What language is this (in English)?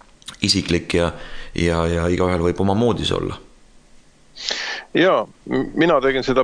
Estonian